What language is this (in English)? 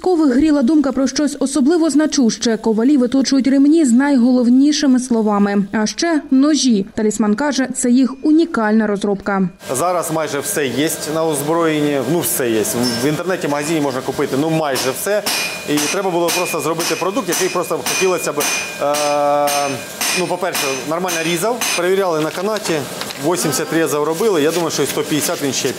Ukrainian